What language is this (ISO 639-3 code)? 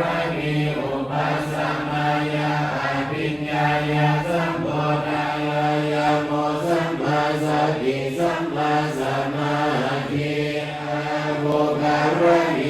pli